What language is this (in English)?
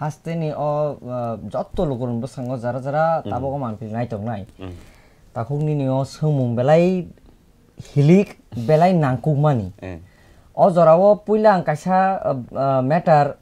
Kok Borok